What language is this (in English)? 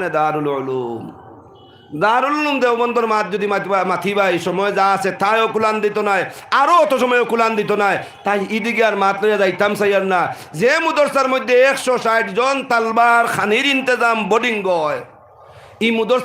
Sylheti